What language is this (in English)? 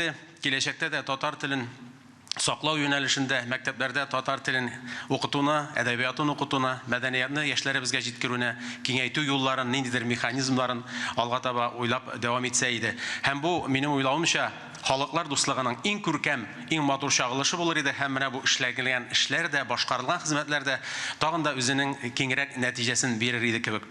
Tatar